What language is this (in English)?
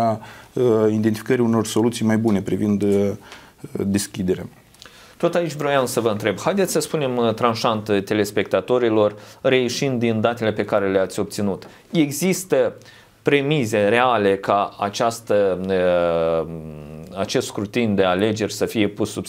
Romanian